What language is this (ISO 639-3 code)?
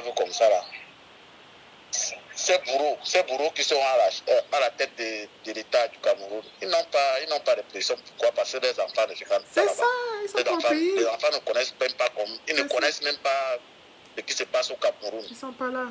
fra